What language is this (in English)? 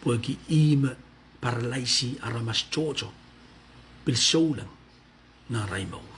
Pohnpeian